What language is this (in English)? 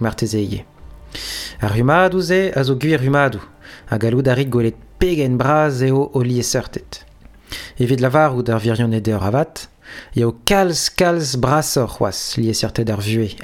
Breton